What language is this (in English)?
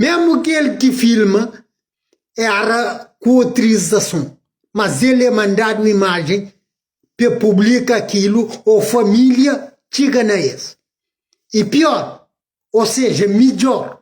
Kabuverdianu